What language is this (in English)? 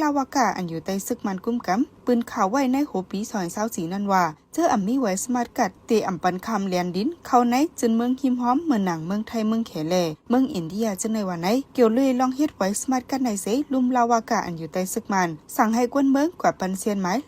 Shan